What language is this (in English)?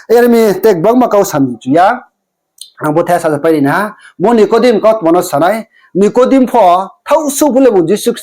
Riang (India)